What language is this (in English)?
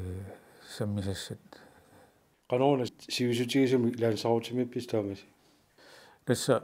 Kalaallisut